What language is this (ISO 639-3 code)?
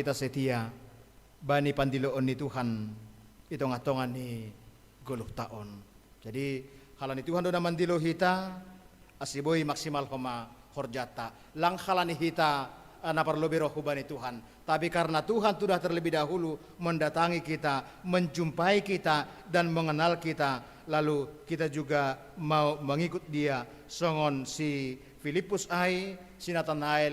bts